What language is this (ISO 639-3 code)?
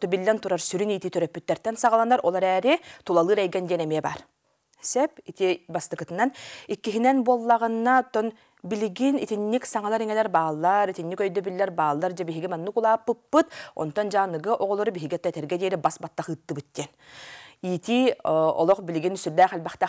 sah